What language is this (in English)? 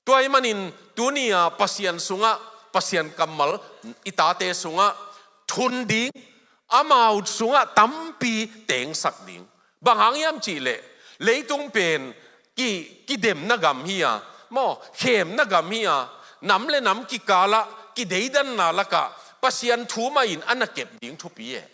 Tedim Chin